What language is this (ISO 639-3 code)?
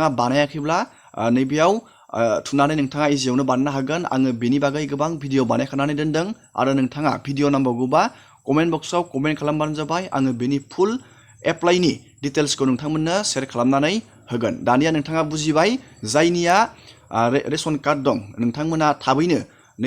brx